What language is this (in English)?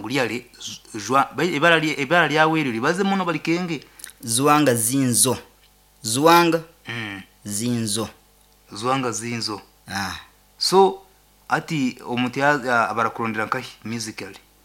Nyankole